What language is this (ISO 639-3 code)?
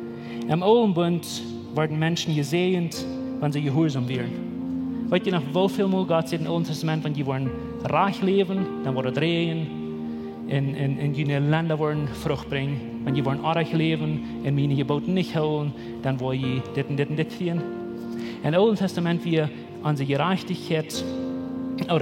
pdt